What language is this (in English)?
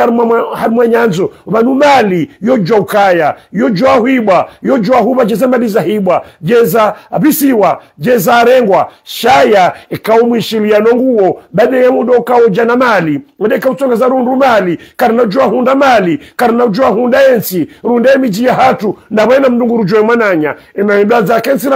Swahili